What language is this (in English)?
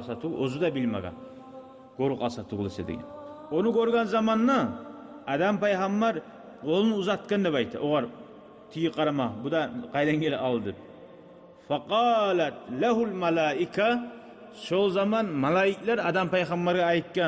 Kumyk